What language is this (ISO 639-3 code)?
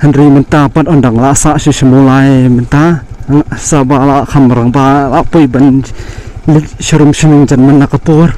kha